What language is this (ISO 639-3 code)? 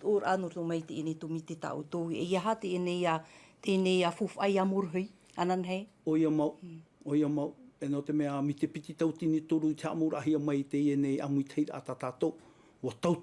tah